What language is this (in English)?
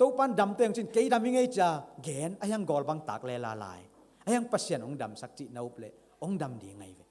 Tedim Chin